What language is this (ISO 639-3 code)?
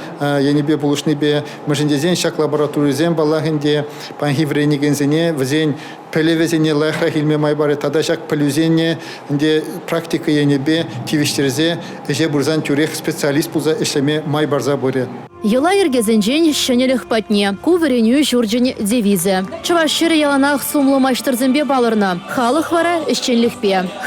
chv